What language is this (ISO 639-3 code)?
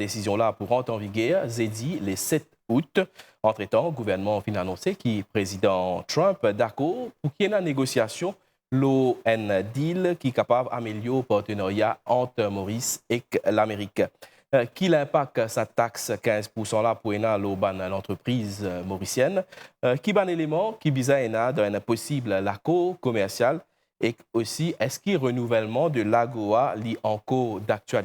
mfe